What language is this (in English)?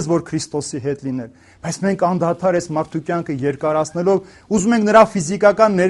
Armenian